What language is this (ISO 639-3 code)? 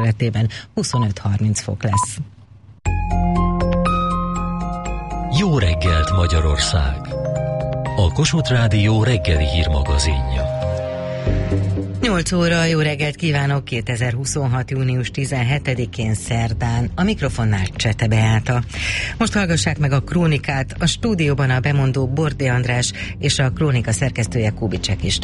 hun